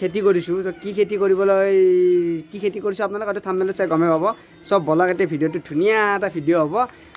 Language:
Assamese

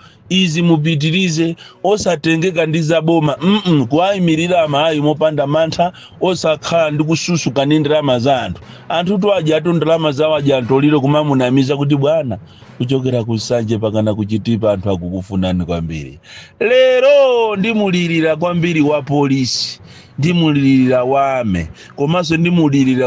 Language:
Nyanja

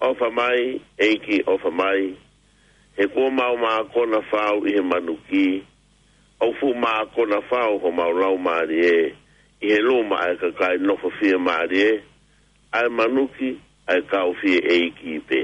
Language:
Tongan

